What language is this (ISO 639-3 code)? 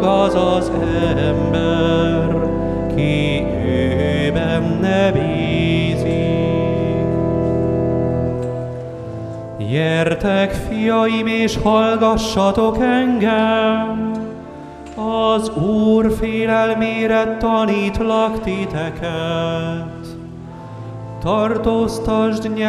hun